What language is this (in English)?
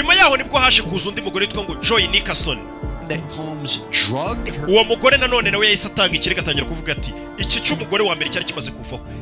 Kinyarwanda